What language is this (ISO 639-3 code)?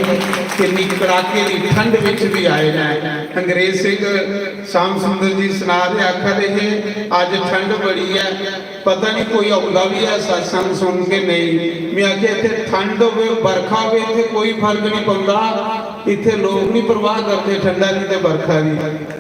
doi